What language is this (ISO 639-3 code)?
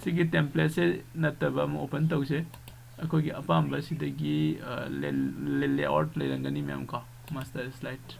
mni